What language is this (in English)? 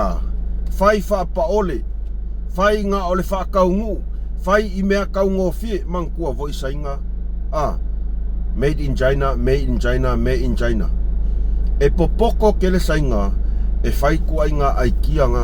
Samoan